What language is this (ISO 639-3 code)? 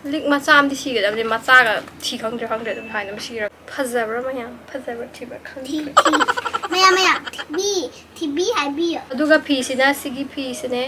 mni